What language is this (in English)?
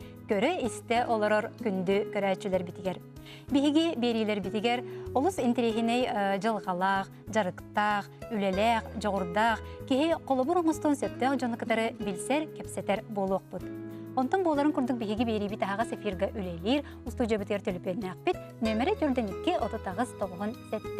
Yakut